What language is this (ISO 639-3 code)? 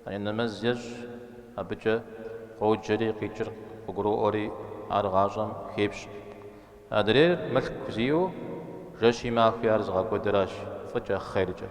kbd